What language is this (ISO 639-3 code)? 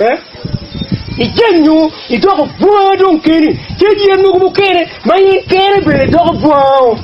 ach